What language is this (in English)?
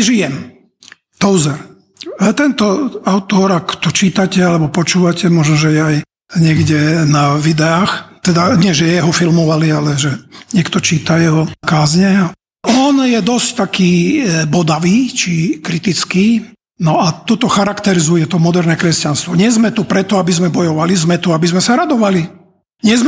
Slovak